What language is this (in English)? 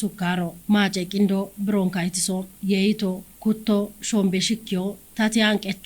Kafa